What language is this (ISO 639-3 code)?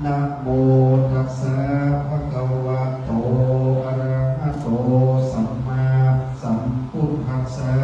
pli